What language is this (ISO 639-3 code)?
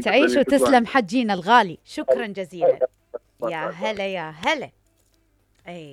acm